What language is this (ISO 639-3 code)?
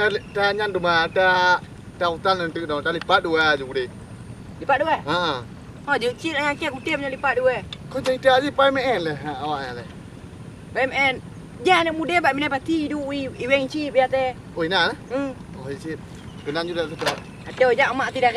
ace